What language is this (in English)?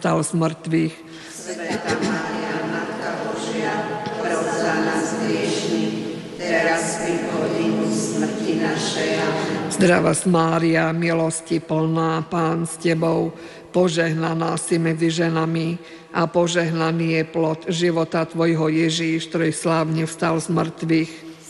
Slovak